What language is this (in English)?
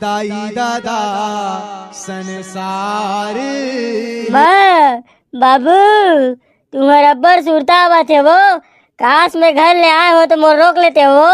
Chhattisgarhi